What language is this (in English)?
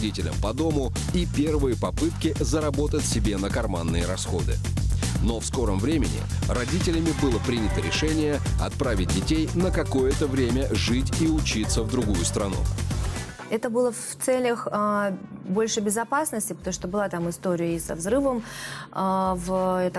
Russian